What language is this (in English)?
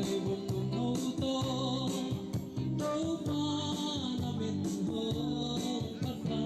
Tedim Chin